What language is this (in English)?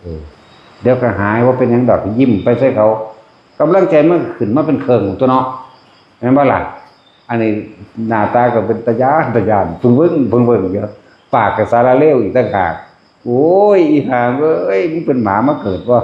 Northeastern Thai